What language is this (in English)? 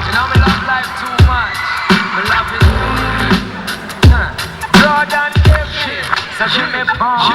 Tongan